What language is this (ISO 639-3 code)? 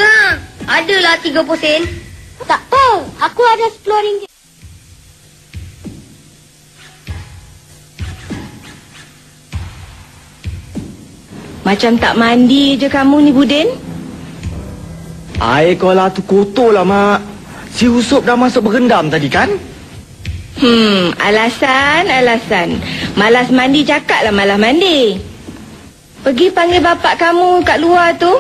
msa